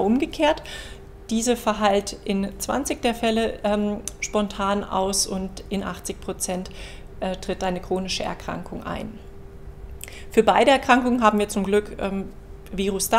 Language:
German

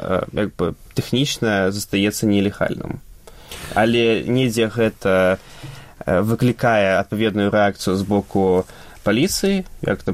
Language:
Belarusian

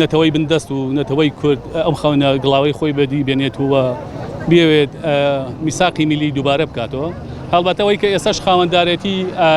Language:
Central Kurdish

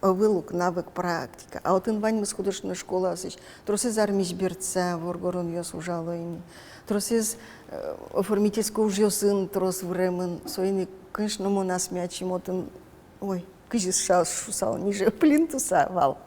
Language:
Udmurt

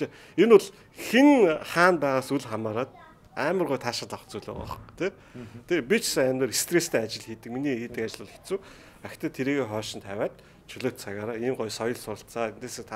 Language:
Mongolian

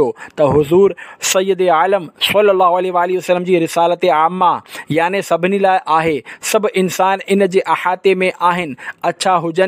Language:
Sindhi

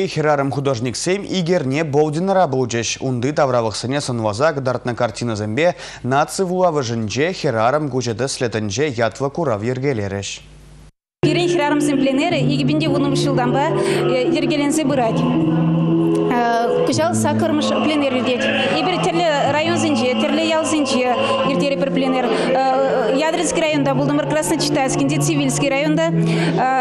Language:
Chuvash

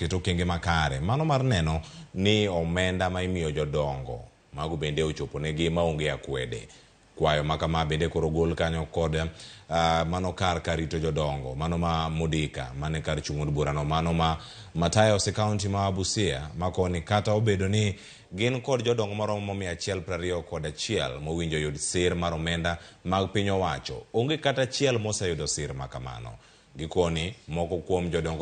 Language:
Luo (Kenya and Tanzania)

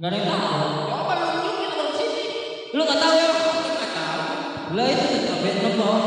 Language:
Betawi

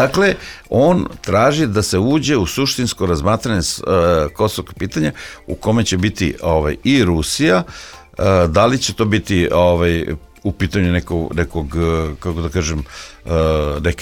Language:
Serbian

